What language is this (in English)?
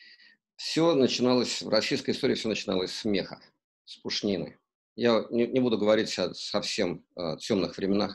Russian